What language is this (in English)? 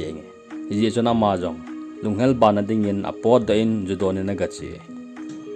Thado Chin